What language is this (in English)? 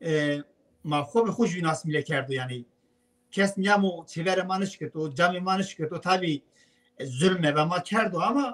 Zaza